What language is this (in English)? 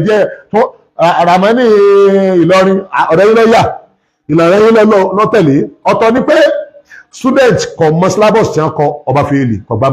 Yoruba